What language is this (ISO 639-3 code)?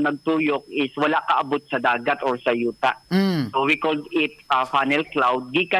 ceb